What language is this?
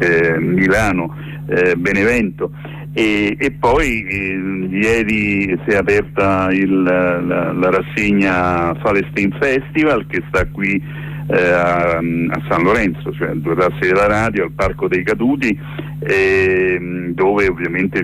Italian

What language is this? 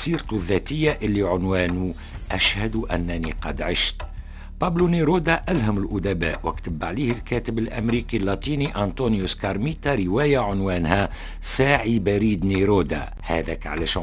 Tunisian Arabic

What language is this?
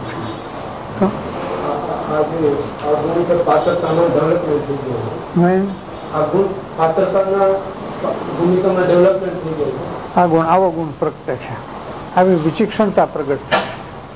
Gujarati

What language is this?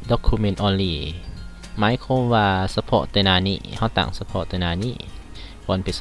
Lao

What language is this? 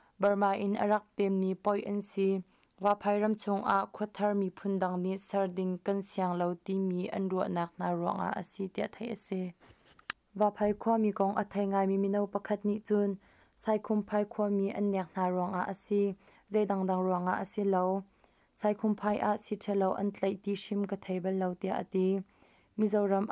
Hakha Chin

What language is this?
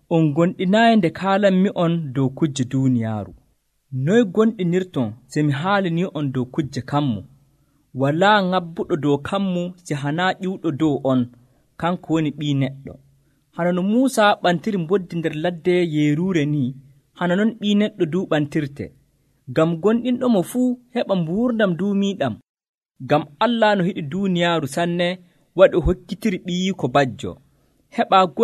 Nigerian Fulfulde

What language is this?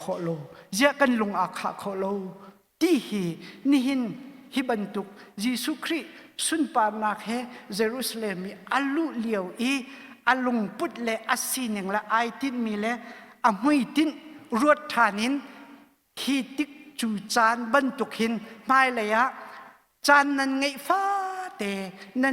Hakha Chin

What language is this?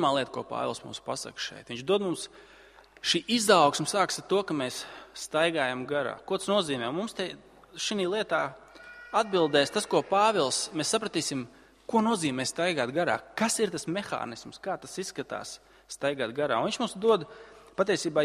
Latvian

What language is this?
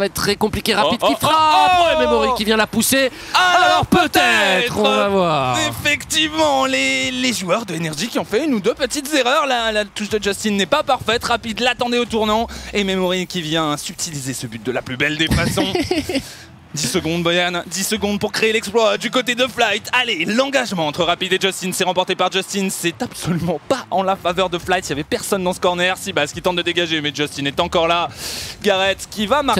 French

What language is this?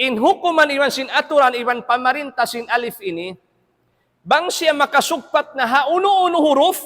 Tausug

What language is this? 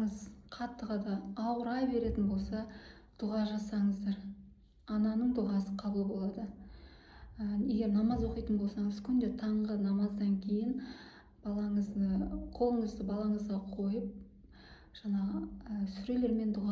Kazakh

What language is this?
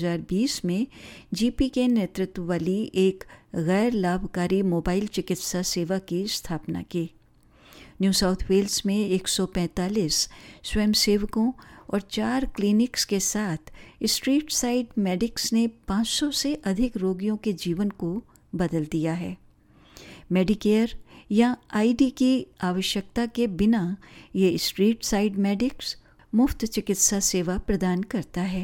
Hindi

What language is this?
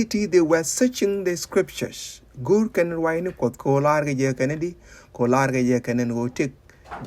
Nuer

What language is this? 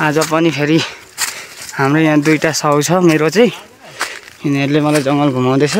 Nepali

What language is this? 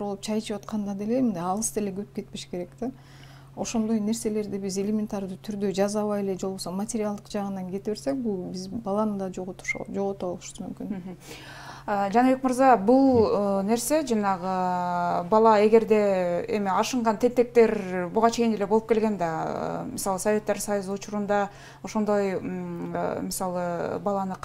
Kyrgyz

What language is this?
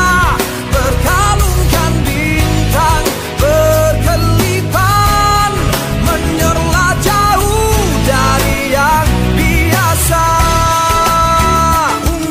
Malay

